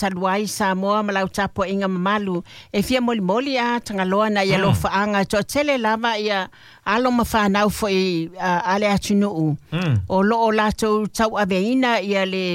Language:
Samoan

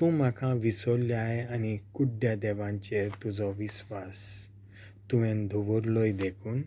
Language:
Konkani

